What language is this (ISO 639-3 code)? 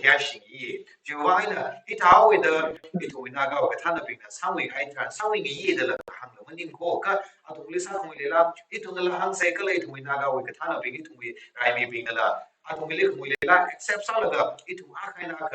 nmf